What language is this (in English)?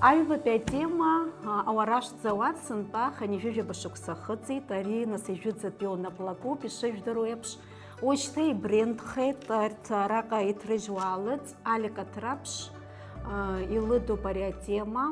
Abkhazian